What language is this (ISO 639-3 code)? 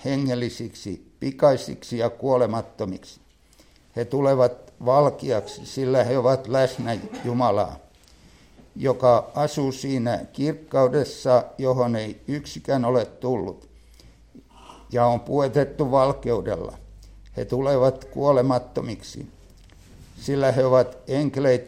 fin